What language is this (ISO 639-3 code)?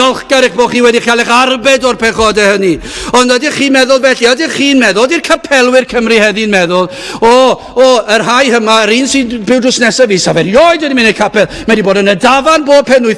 cym